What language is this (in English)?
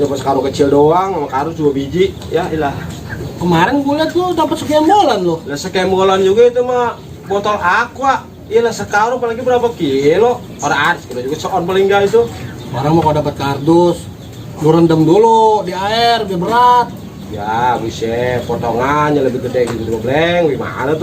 Betawi